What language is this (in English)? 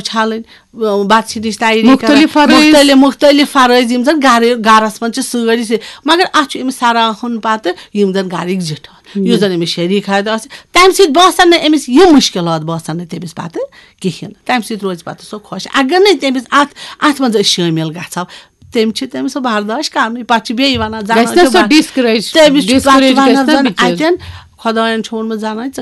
Kashmiri